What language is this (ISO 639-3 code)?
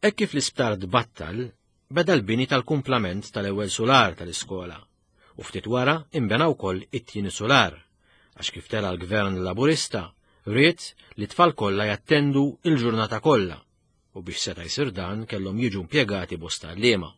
mlt